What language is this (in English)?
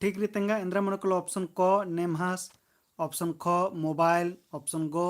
Kurukh